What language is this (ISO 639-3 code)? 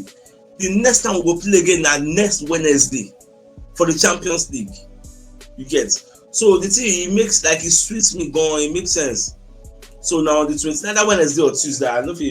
pcm